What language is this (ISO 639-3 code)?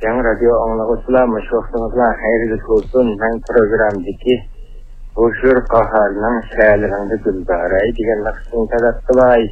uig